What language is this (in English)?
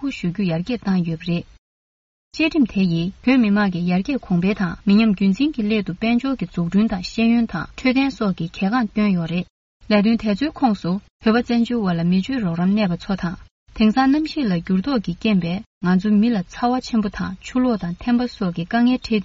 Tibetan